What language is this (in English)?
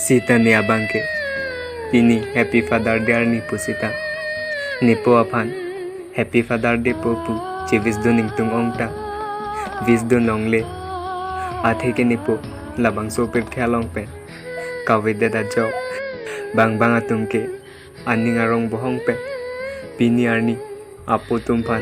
Karbi